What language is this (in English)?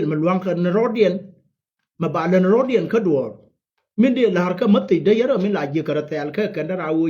Nuer